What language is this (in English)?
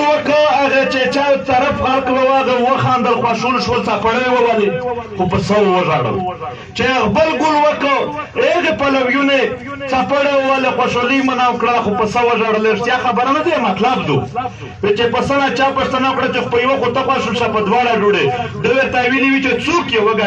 Pashto